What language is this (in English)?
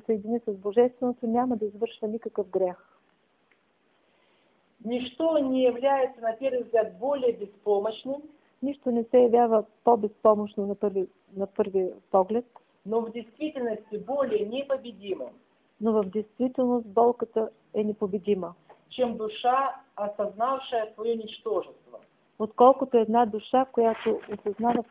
Bulgarian